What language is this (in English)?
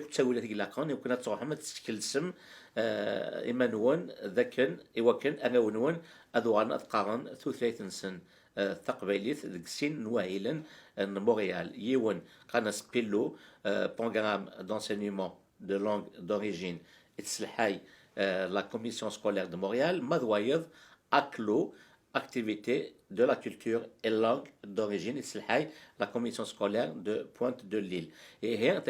Kabyle